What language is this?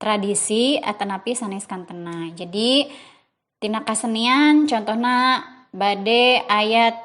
Sundanese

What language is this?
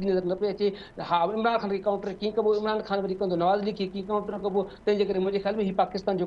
Sindhi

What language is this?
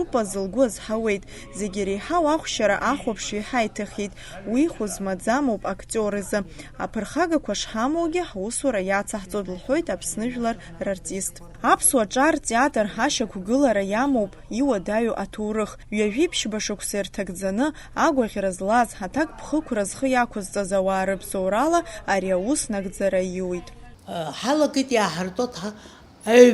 Abkhazian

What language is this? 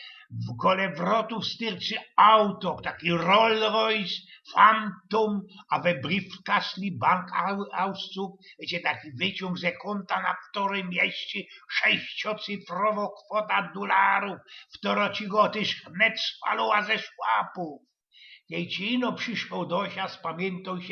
Silesian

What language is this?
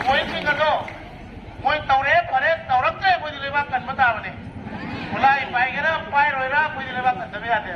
Manipuri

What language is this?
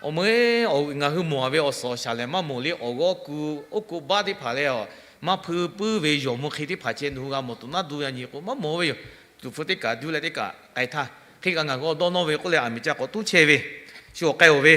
Lahu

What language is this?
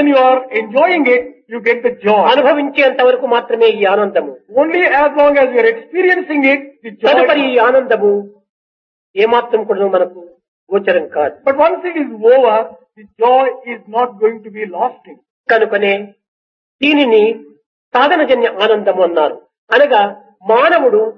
Telugu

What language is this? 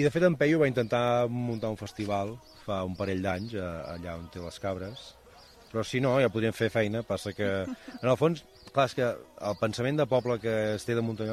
Catalan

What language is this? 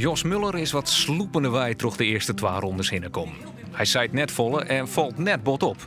Western Frisian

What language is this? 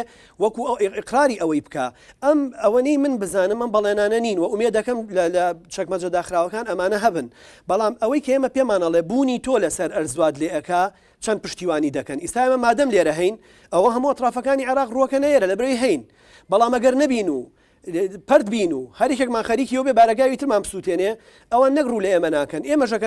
Central Kurdish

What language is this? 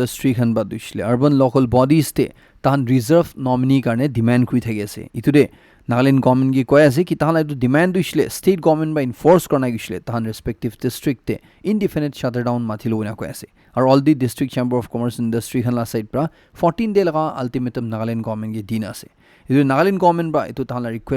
Naga Pidgin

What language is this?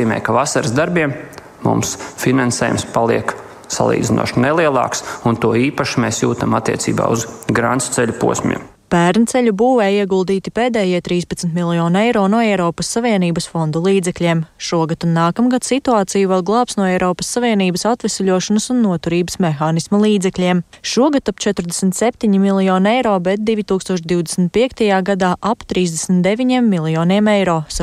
Latvian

